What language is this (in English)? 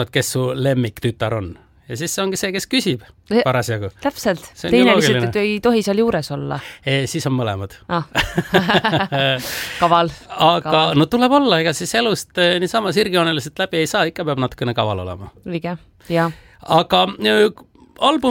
Estonian